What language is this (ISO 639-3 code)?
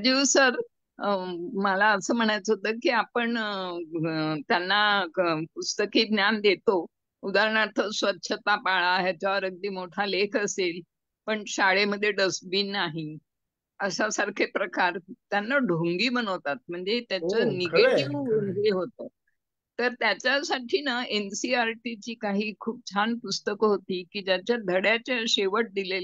mar